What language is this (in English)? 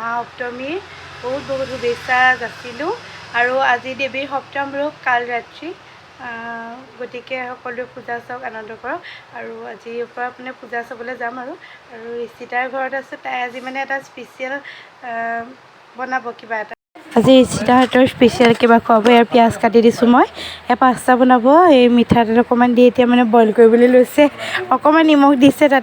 Assamese